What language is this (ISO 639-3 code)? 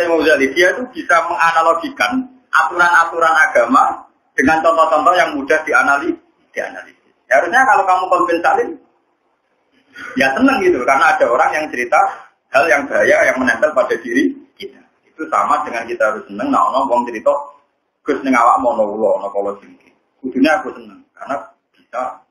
ind